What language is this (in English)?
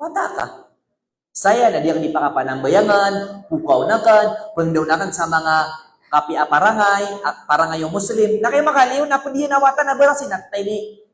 Maranao